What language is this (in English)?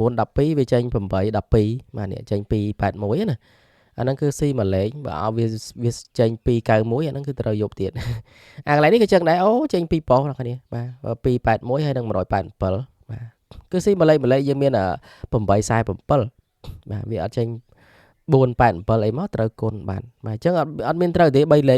Khmer